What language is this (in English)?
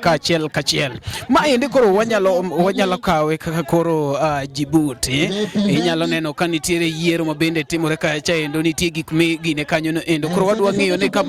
Luo (Kenya and Tanzania)